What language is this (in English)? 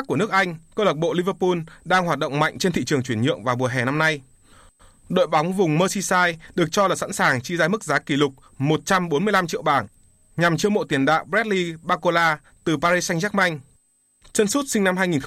Vietnamese